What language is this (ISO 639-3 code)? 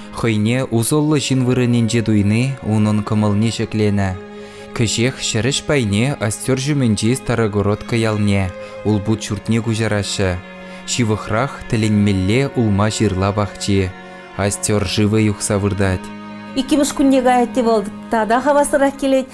chv